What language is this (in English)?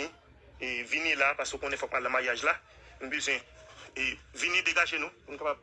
Haitian Creole